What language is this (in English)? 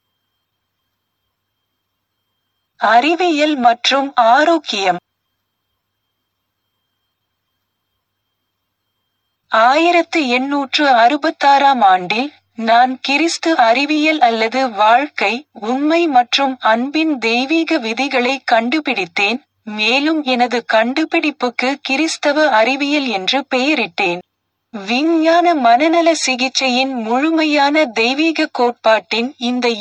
Tamil